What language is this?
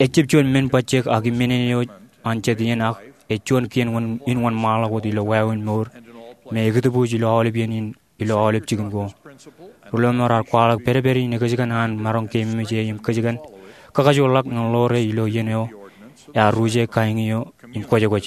Marshallese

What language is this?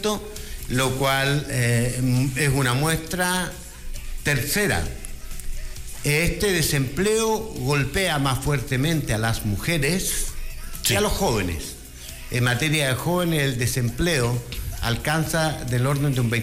Spanish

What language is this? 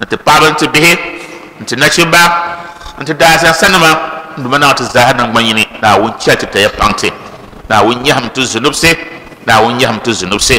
Dagbani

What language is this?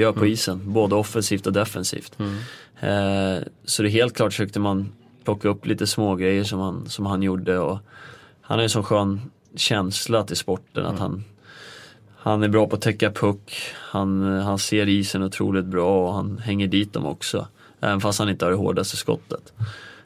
Swedish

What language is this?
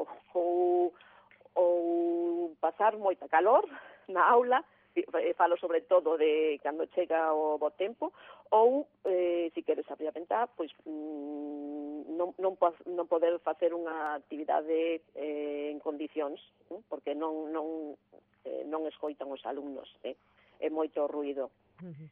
Galician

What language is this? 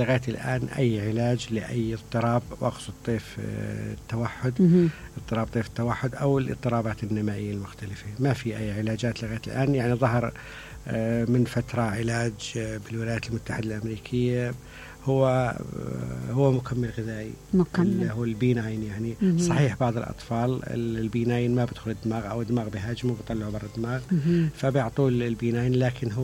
Mesopotamian Arabic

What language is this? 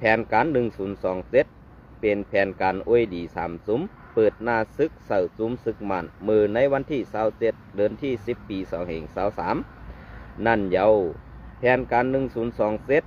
Shan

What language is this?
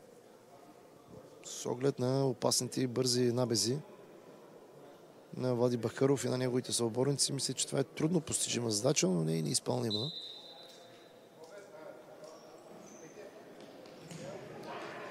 Bulgarian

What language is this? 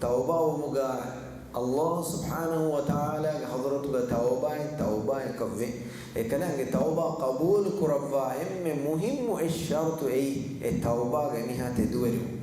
Divehi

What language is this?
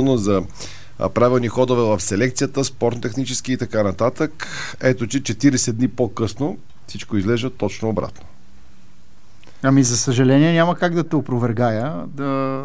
Bulgarian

